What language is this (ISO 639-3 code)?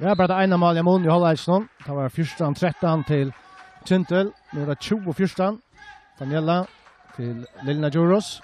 fao